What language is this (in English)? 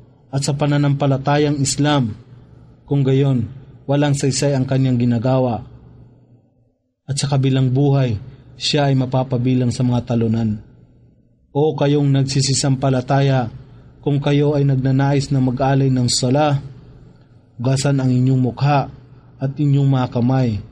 Filipino